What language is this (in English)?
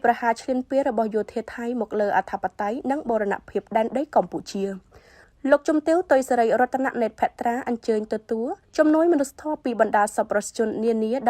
Khmer